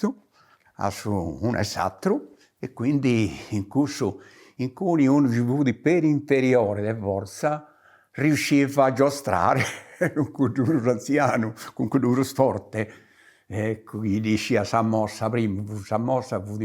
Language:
Sardinian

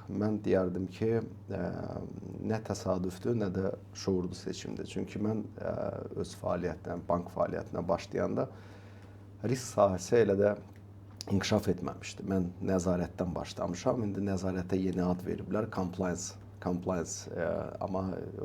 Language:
Azerbaijani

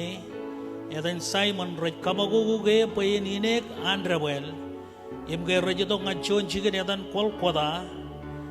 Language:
Marshallese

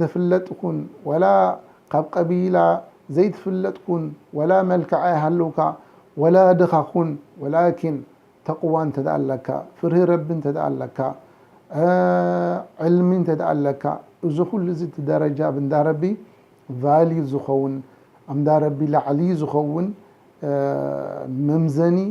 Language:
Tigrinya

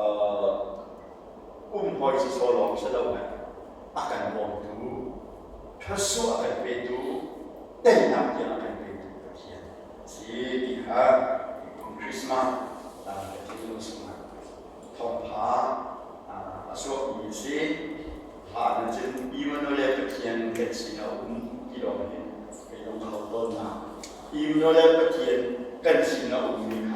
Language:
Hakha Chin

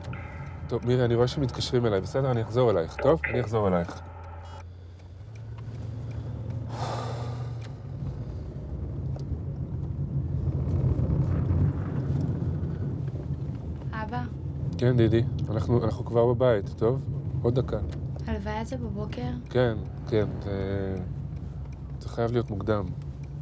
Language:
Hebrew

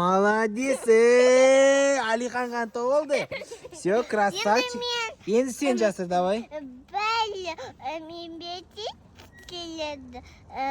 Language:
Kazakh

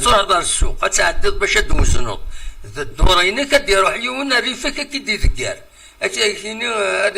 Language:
Kabyle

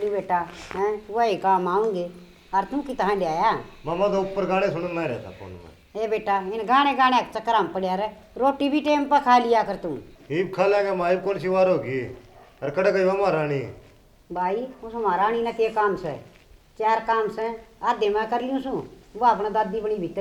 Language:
Haryanvi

